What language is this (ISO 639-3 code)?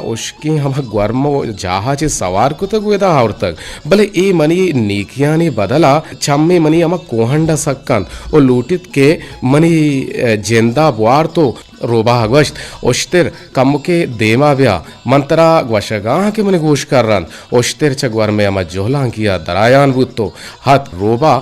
bgp